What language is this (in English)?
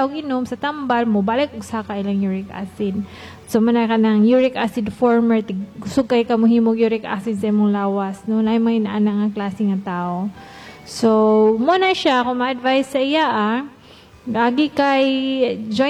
Cebuano